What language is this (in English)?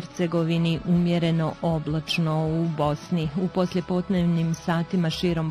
Bosnian